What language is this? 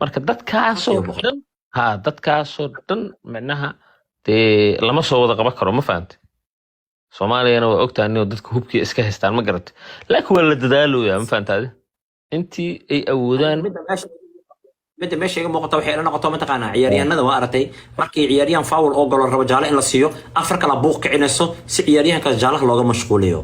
Somali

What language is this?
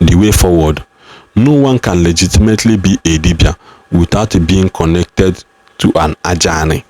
Igbo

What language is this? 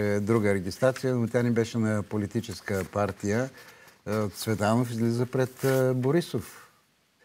Bulgarian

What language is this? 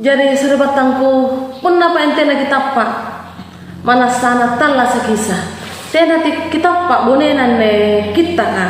Makasar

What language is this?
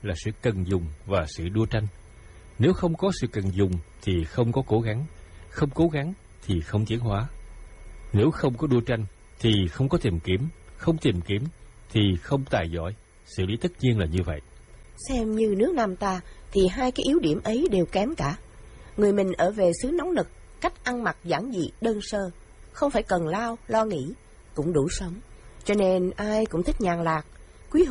Vietnamese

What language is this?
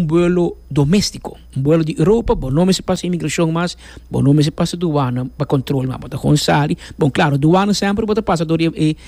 Papiamento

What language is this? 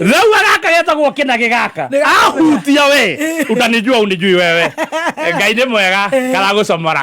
Kikuyu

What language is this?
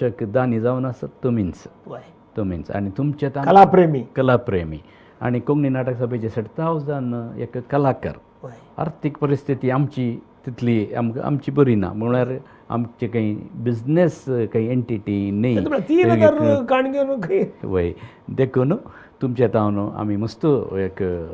Konkani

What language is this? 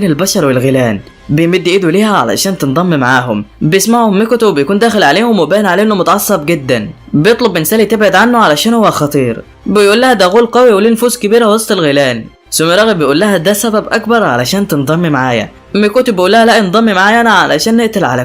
Egyptian Arabic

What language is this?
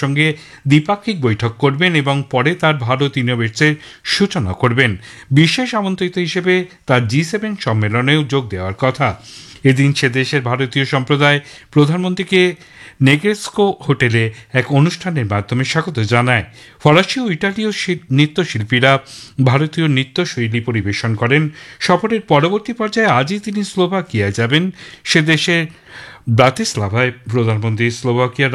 Bangla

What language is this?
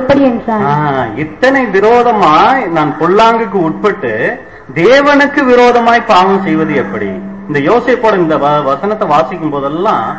Tamil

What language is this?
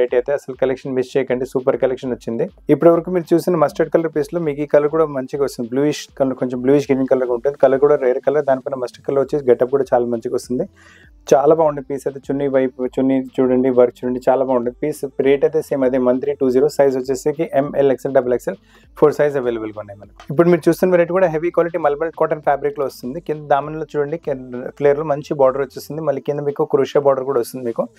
Telugu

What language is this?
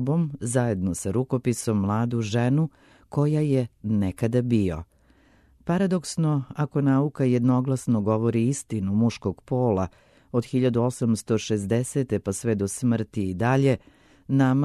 Serbian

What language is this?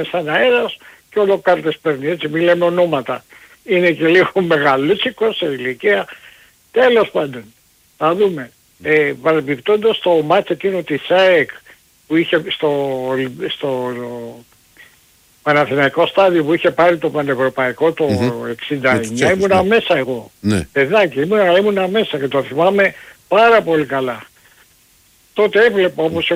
Greek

